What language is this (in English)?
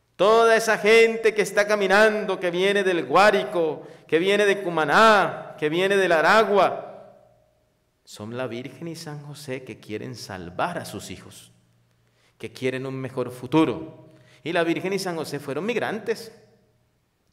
Spanish